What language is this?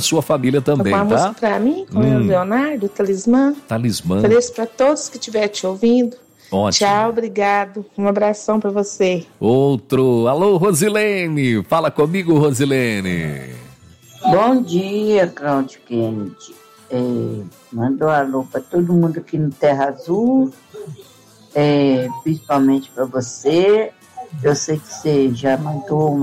Portuguese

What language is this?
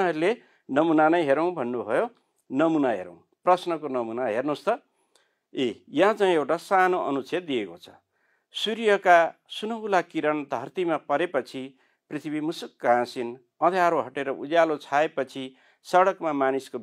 Nepali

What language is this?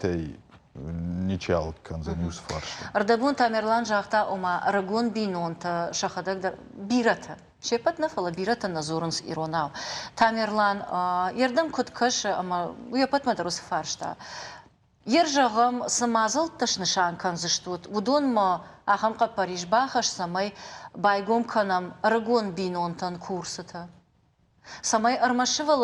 Ossetic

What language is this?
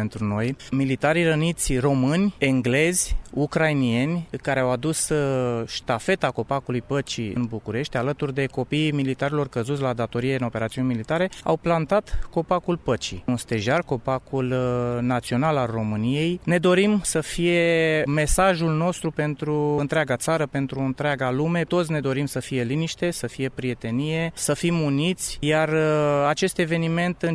Romanian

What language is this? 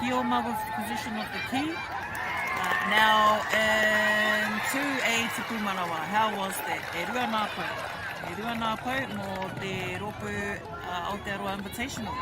Māori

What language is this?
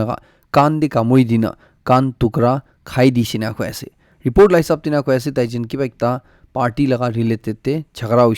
Naga Pidgin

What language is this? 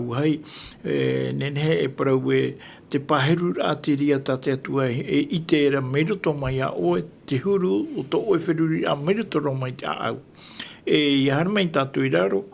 Tahitian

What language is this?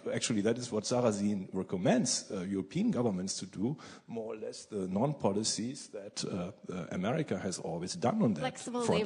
English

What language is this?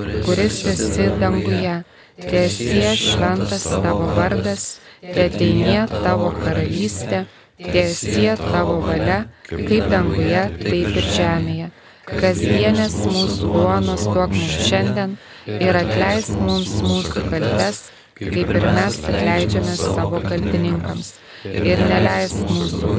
Lithuanian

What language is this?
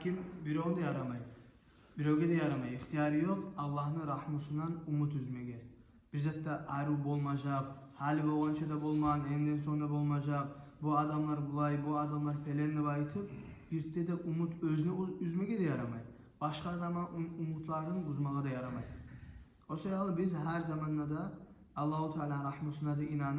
Kumyk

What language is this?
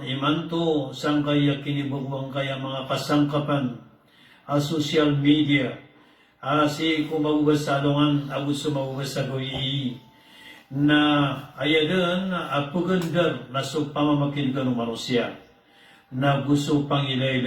Maranao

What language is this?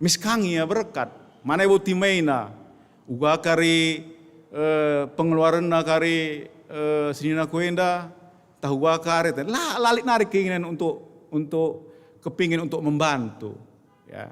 Batak Karo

